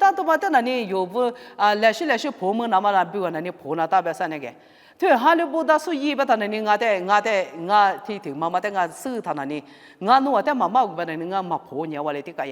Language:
Lisu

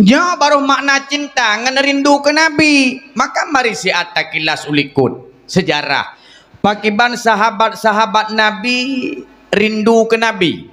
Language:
Achinese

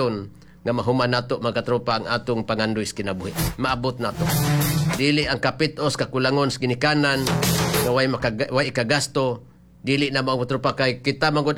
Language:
Cebuano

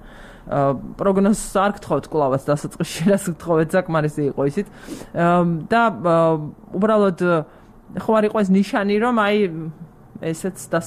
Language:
Georgian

